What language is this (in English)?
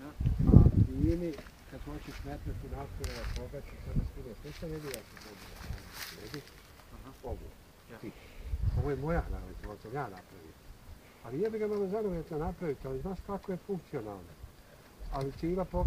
Bosnian